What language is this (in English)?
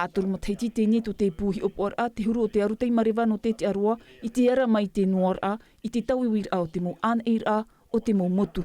Tahitian